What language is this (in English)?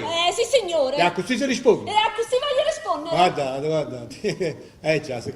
Neapolitan